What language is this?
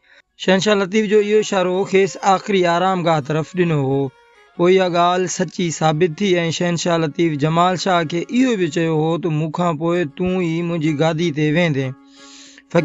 Sindhi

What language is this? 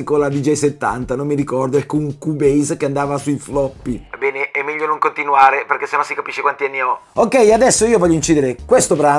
Italian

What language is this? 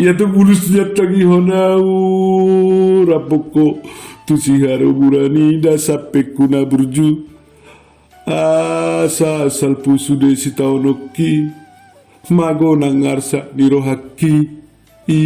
Batak Toba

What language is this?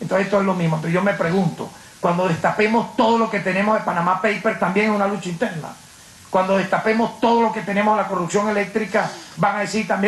Spanish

